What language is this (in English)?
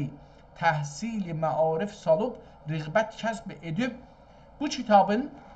South Azerbaijani